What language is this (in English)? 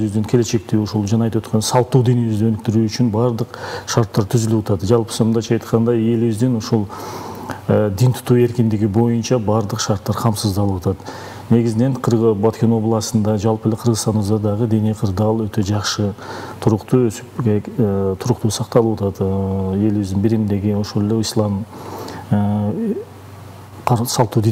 Kyrgyz